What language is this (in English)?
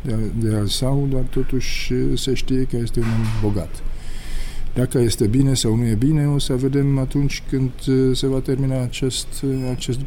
Romanian